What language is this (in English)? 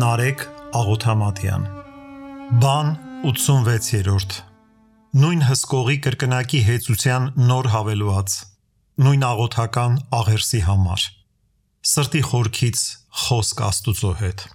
Armenian